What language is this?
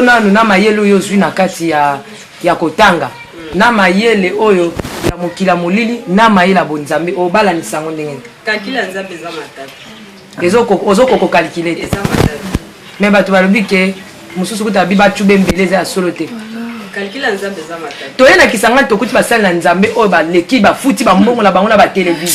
Lingala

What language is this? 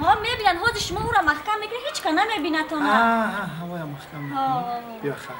Tajik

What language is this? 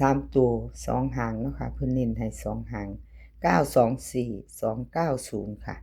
Northeastern Thai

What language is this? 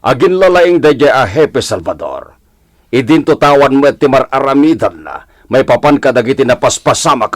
Iloko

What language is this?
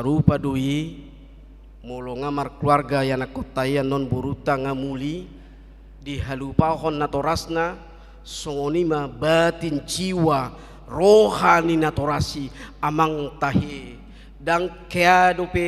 Batak Toba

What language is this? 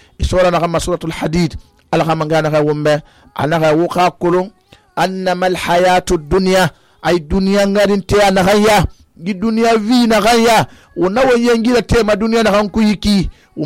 Susu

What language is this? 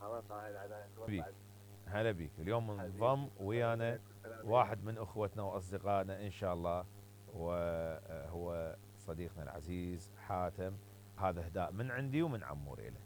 Mesopotamian Arabic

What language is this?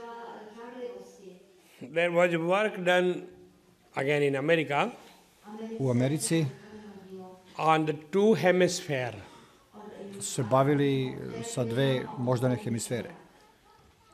Serbian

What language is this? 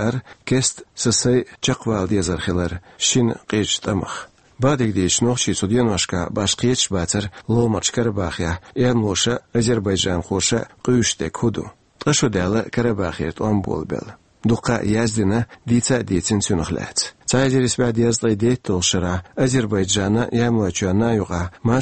Chechen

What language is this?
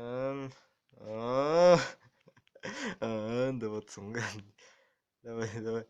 Kazakh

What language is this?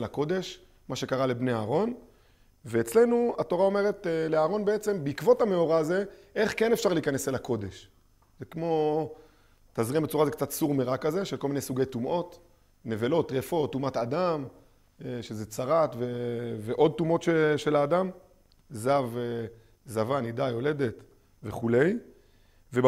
Hebrew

